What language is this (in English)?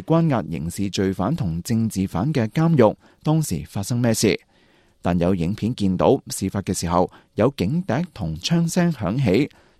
Cantonese